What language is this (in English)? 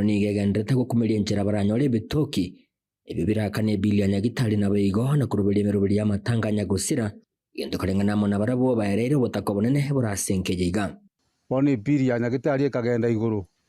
Gusii